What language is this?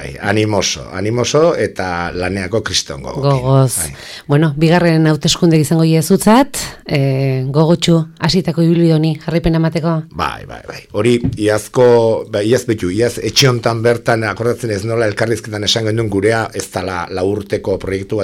Basque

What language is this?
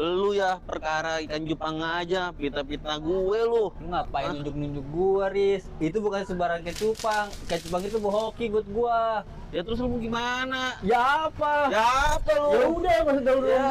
Betawi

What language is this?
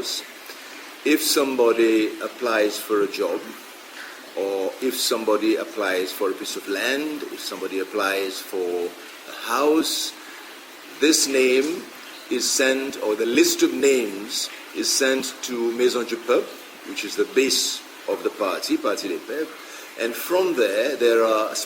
Seselwa Creole French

